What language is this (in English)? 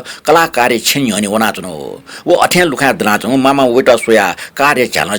Newari